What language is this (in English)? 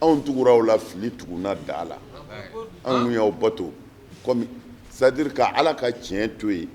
Bambara